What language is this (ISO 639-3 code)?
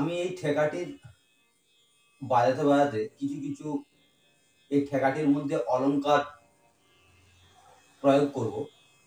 ben